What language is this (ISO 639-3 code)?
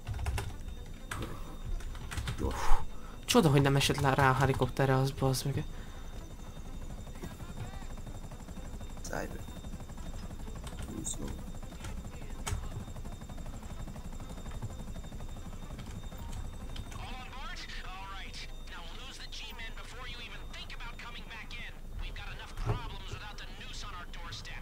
hun